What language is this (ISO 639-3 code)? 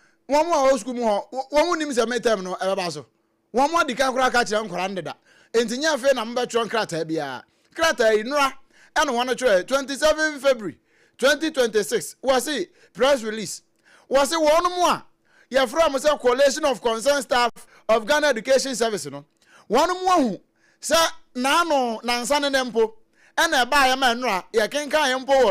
aka